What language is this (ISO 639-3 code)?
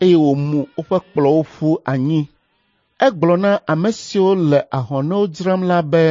ewe